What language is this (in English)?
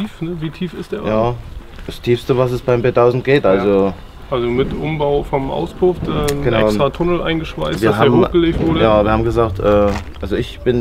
German